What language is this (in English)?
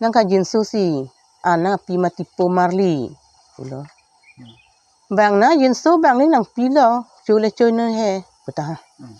Karbi